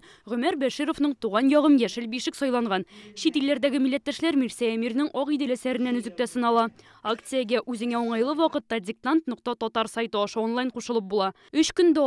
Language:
Tatar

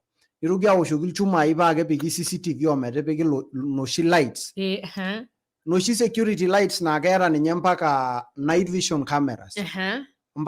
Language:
Masai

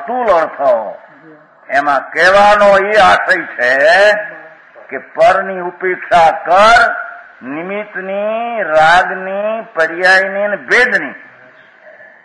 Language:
Gujarati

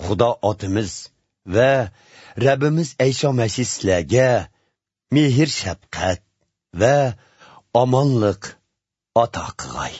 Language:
Uyghur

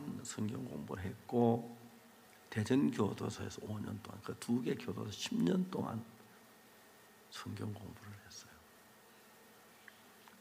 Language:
Korean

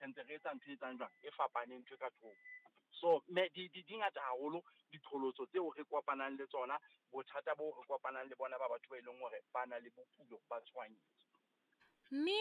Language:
Southern Sotho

